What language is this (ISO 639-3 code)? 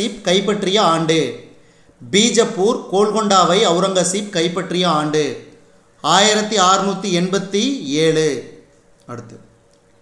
tam